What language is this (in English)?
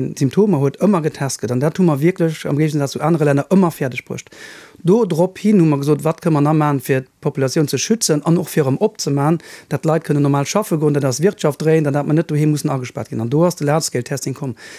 Luxembourgish